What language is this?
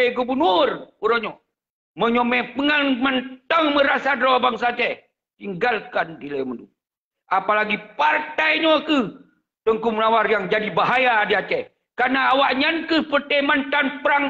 Achinese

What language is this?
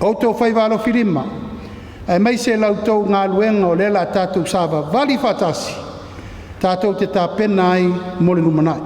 Samoan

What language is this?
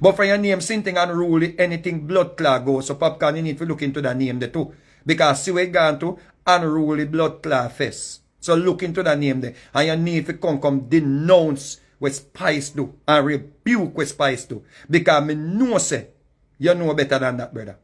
Jamaican Creole English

